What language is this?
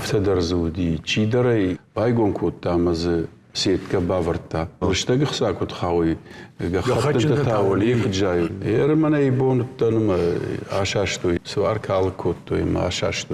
Ossetic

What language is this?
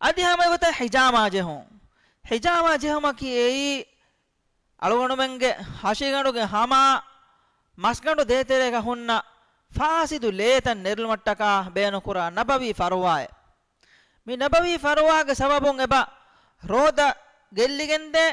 Divehi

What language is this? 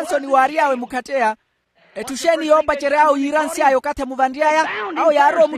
Makhuwa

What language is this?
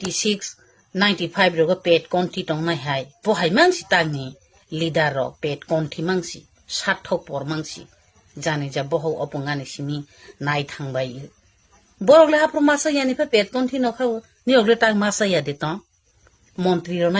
Kok Borok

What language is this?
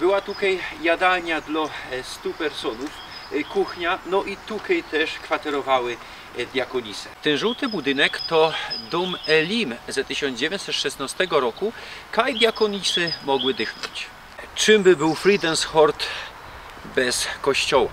Silesian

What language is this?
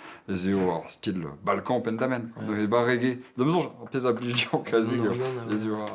Breton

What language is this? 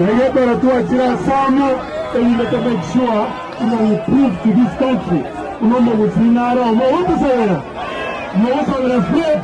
Gusii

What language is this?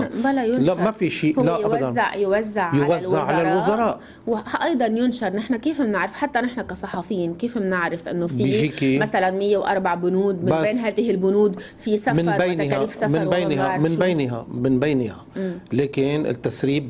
North Levantine Arabic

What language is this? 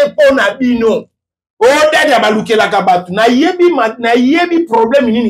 Lingala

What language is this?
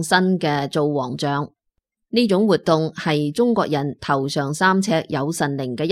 Cantonese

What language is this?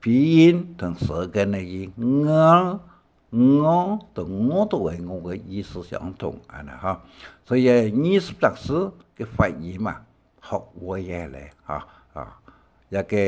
Hakka Chinese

